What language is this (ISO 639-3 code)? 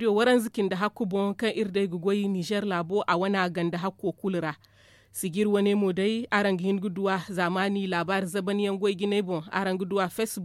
dje